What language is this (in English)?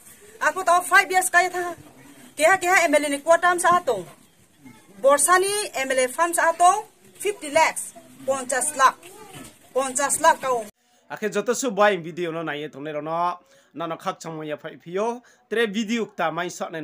Riang (India)